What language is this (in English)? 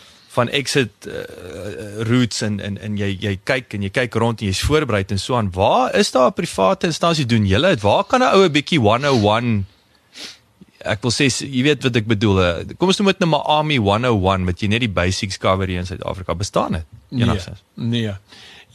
Afrikaans